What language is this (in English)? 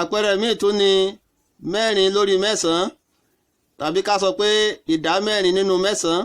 Yoruba